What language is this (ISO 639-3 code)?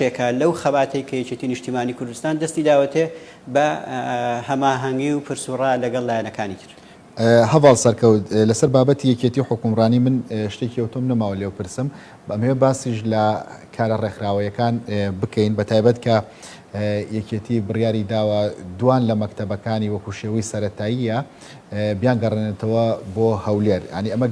ckb